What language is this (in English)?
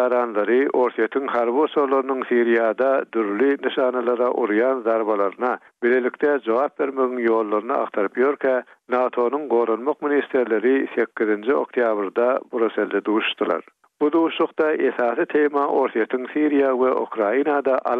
Turkmen